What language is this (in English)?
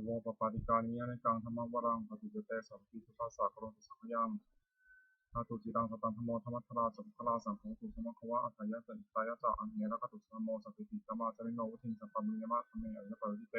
Pali